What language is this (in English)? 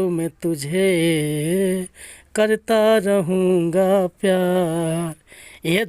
Bhojpuri